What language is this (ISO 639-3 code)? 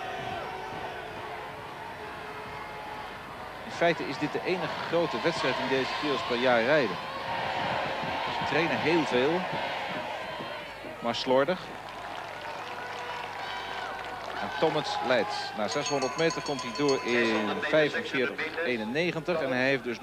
nld